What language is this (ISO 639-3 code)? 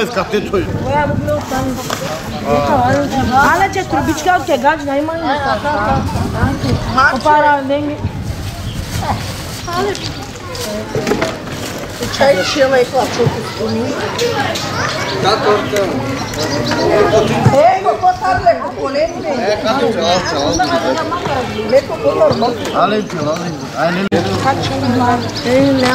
bul